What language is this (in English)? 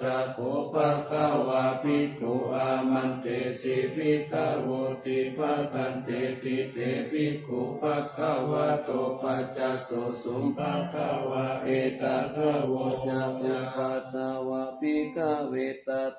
Pali